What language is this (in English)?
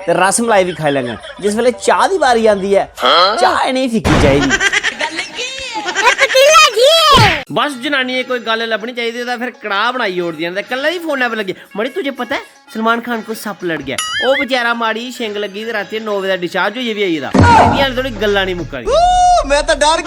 Dogri